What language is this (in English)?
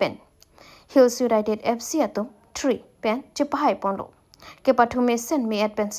Karbi